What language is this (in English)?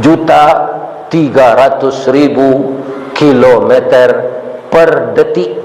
Minangkabau